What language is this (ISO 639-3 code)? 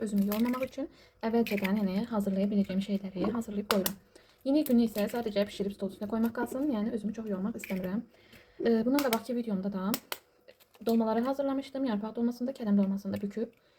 aze